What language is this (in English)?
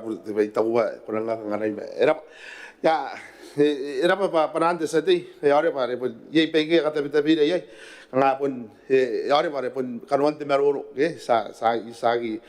Gilbertese